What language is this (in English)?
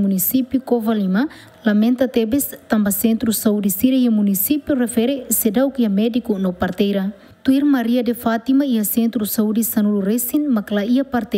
Tetum